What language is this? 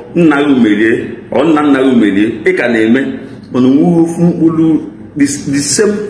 Igbo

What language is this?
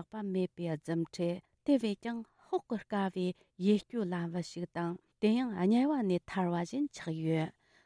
Tibetan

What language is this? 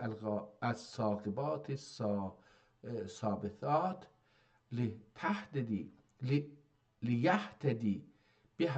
South Azerbaijani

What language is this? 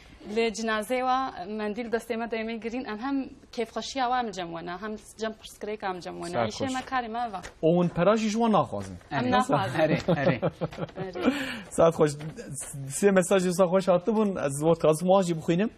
Kurdish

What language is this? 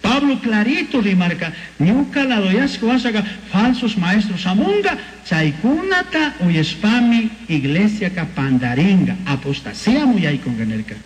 Chimborazo Highland Quichua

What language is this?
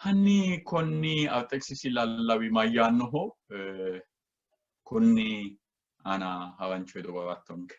Sidamo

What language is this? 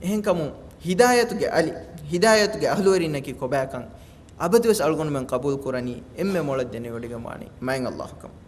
Divehi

